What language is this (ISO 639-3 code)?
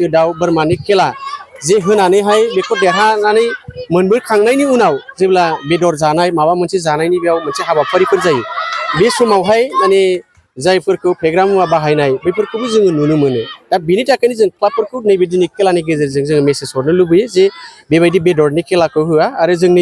brx